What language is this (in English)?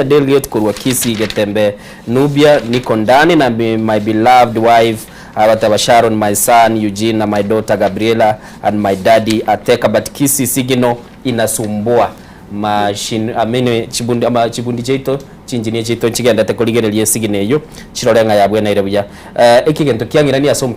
Gusii